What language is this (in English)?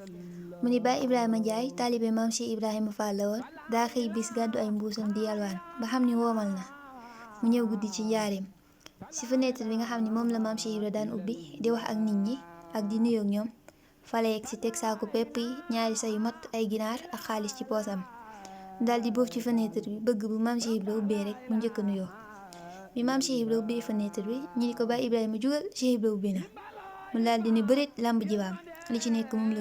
Wolof